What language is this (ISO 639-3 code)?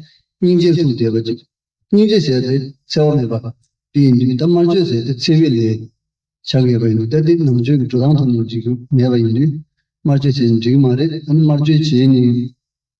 bod